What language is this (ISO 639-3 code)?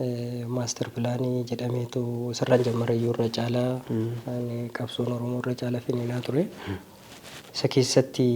orm